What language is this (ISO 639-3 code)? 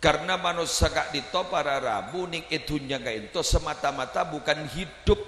mad